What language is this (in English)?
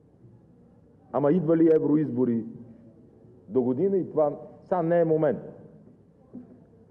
Bulgarian